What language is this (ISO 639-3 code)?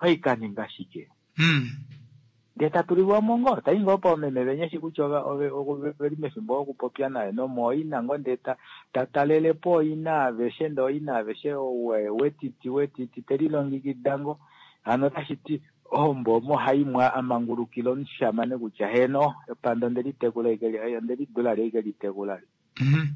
kua